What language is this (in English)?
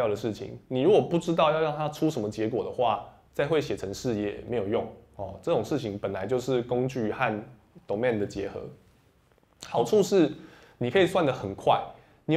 Chinese